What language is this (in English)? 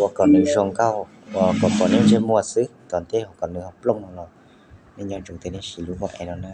Hmong